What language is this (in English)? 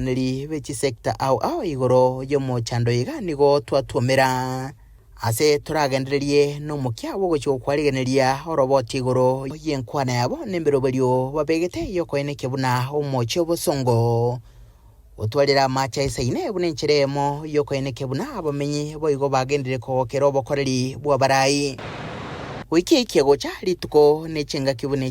Gusii